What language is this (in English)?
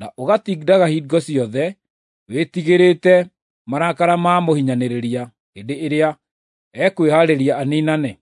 Kikuyu